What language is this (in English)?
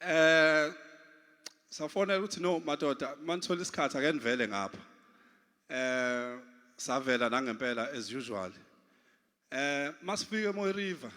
Zulu